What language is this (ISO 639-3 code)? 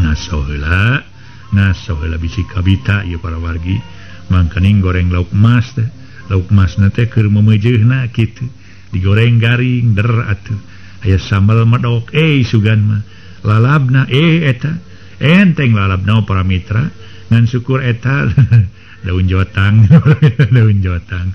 sun